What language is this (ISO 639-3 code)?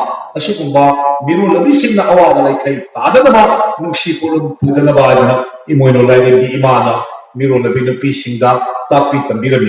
mni